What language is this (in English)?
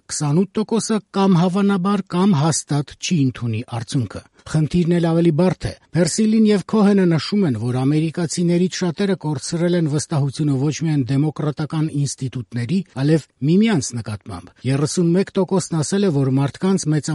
Armenian